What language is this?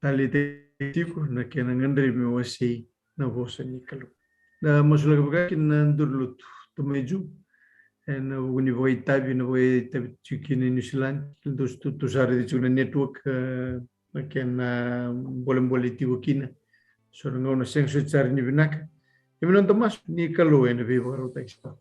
Fijian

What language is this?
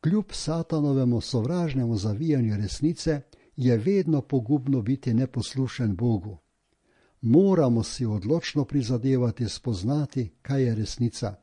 Slovenian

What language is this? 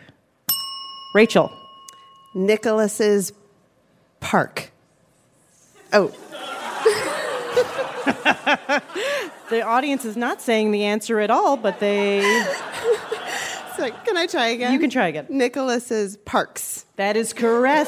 English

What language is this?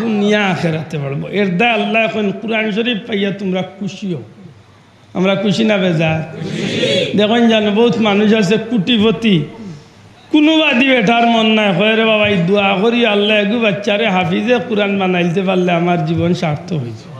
Sylheti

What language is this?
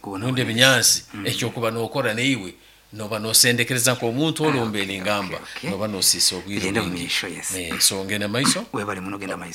Nyankole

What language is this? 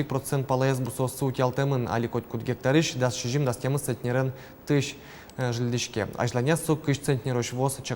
Udmurt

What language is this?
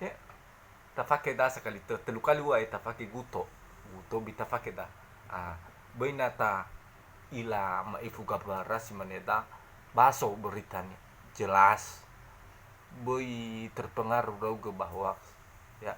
Nias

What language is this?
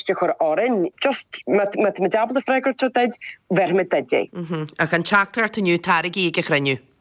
Irish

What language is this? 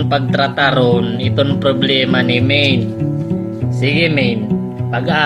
Waray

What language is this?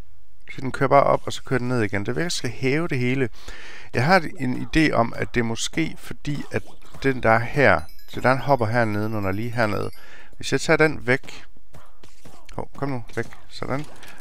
Danish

